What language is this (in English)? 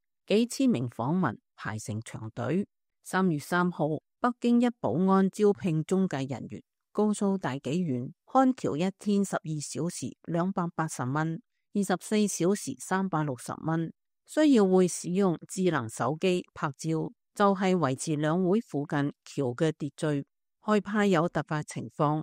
Cantonese